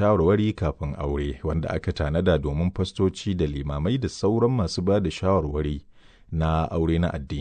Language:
Hausa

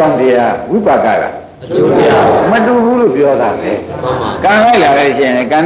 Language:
Burmese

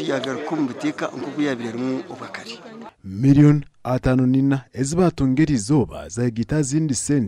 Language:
Nyankole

